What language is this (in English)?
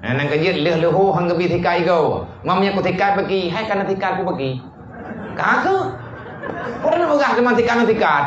Achinese